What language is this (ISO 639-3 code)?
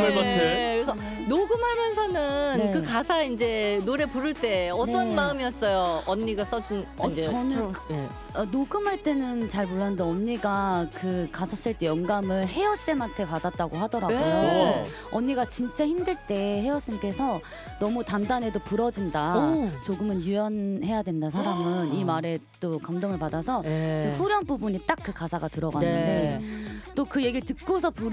kor